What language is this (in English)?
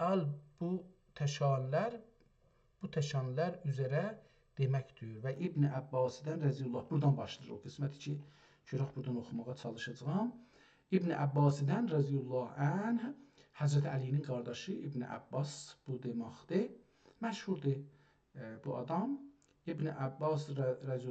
South Azerbaijani